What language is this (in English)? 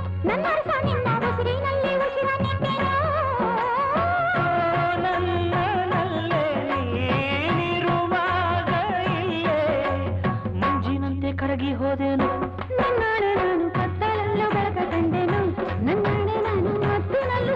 Kannada